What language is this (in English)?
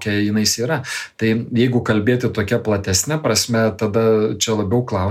Lithuanian